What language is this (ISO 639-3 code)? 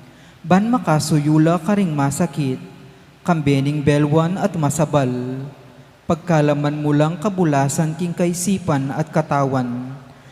pam